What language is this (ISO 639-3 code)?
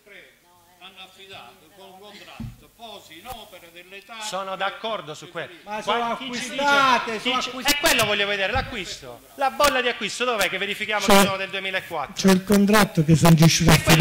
ita